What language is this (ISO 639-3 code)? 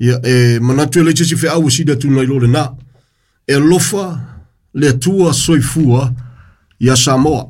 smo